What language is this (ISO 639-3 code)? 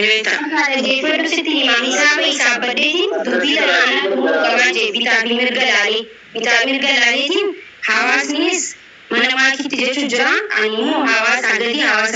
orm